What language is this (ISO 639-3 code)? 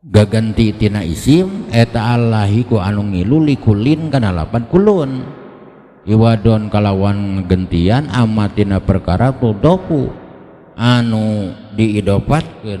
sun